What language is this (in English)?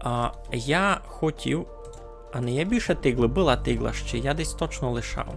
Rusyn